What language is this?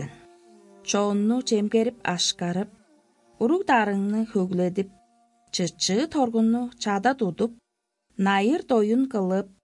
Tuvinian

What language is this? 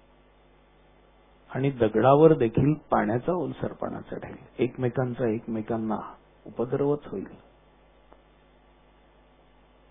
Marathi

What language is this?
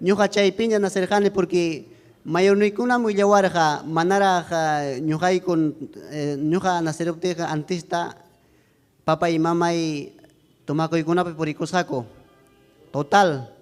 Ayacucho Quechua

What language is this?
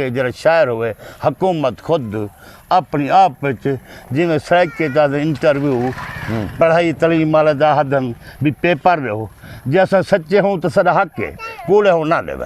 Saraiki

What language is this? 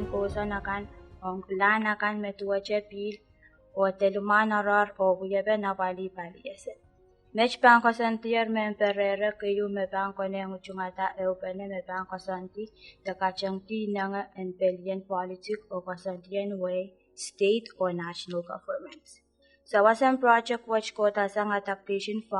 Pohnpeian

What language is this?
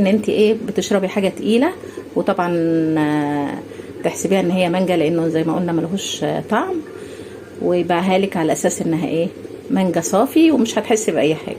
Egyptian Arabic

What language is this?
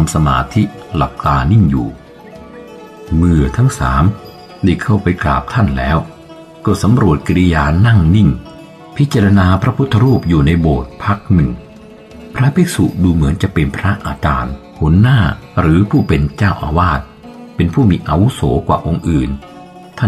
Thai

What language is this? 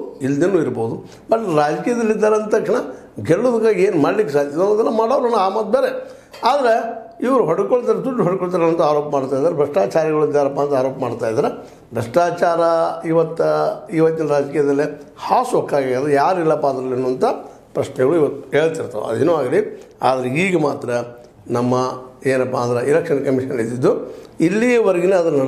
Kannada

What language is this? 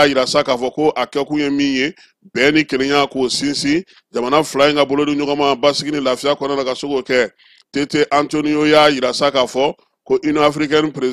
Bambara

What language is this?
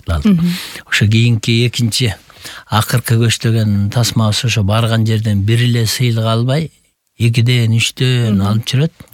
Kyrgyz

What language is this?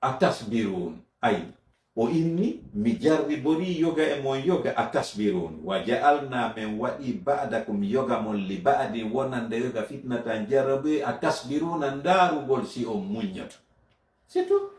Fula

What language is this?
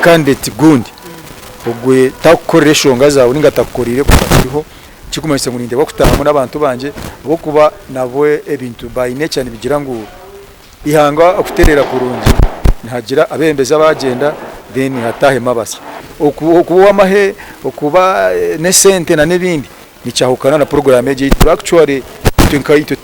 Nyankole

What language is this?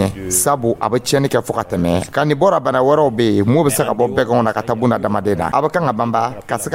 Dyula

